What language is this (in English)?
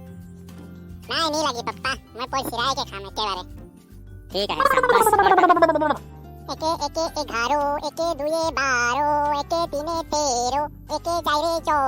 Sadri